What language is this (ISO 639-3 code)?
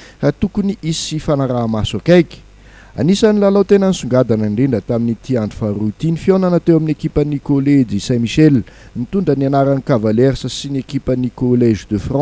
mlg